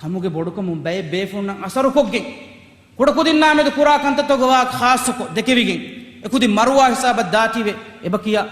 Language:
Divehi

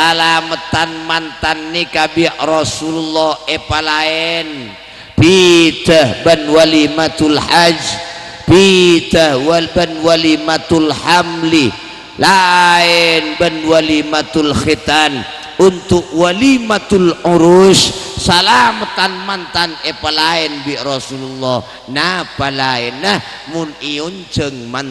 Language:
Madurese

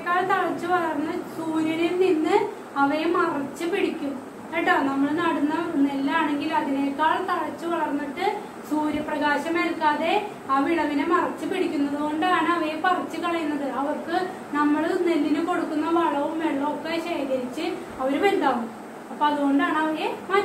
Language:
Malayalam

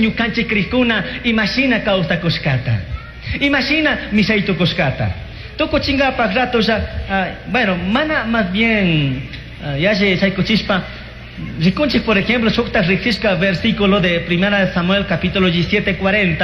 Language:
Chimborazo Highland Quichua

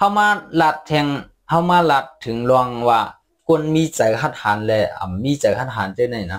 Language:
Shan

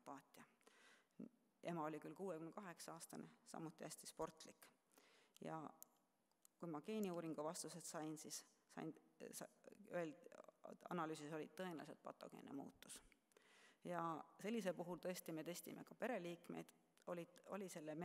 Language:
Estonian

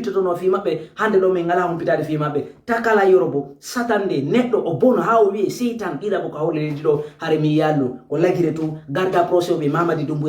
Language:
Fula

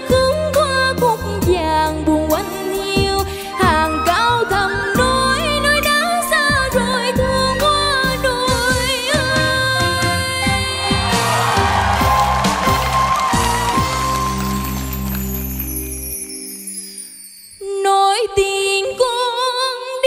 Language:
Vietnamese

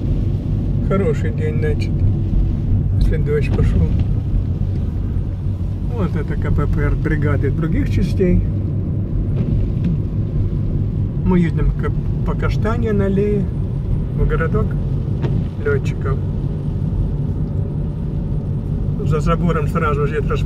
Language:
Russian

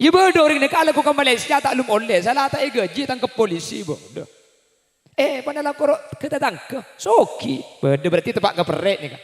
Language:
Madurese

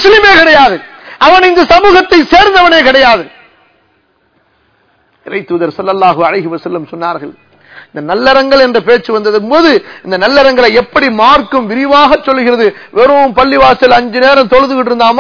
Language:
Tamil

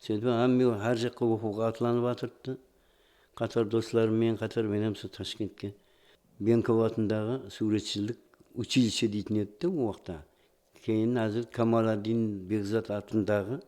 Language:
Kara-Kalpak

